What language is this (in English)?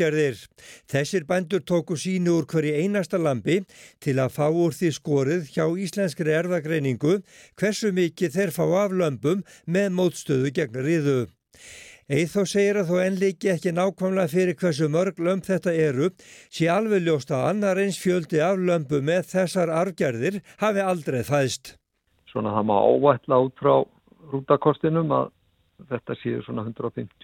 Icelandic